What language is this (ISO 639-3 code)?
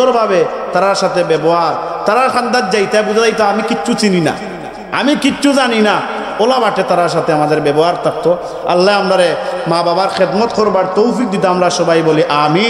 syl